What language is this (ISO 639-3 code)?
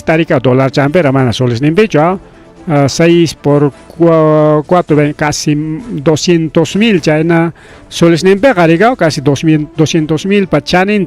quy